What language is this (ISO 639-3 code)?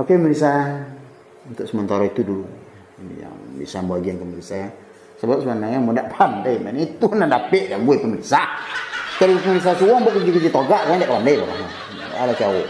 min